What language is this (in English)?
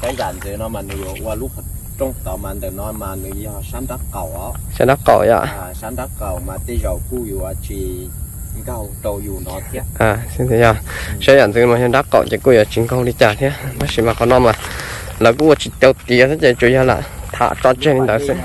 Hmong